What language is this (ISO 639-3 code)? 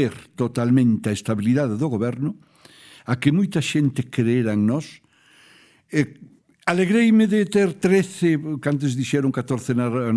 glg